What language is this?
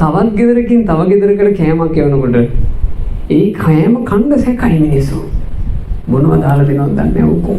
Sinhala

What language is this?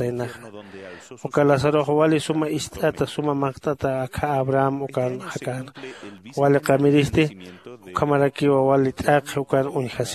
Aymara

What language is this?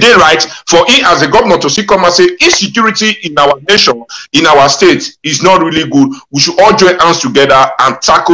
Nigerian Pidgin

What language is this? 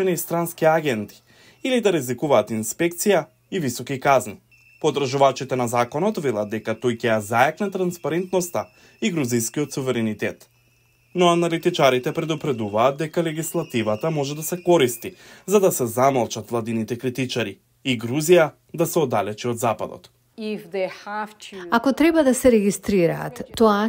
Macedonian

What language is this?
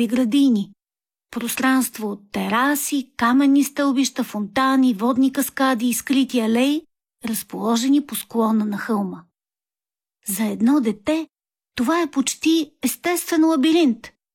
Bulgarian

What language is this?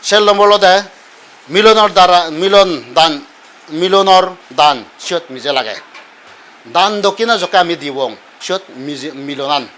Chakma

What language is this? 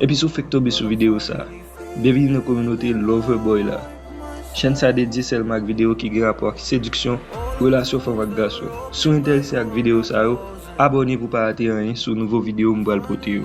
Haitian Creole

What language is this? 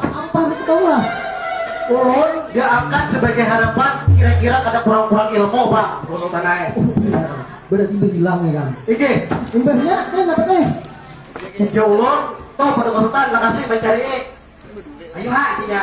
Banjar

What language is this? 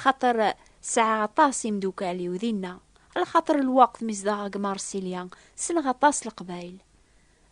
Kabyle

